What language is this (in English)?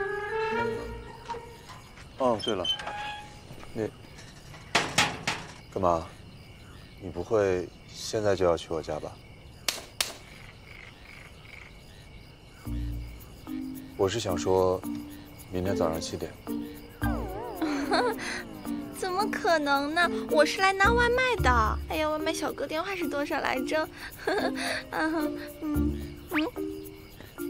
Chinese